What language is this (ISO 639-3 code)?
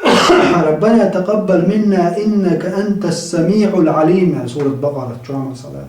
che